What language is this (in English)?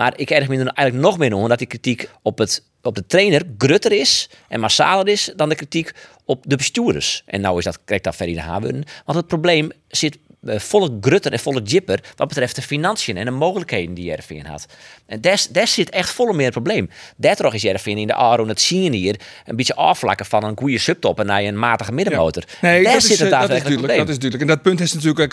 Western Frisian